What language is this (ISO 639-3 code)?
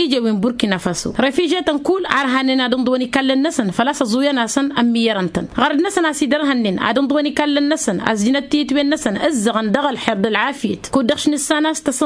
taq